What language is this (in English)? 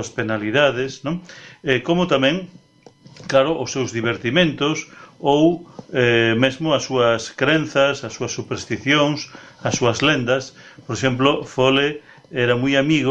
Galician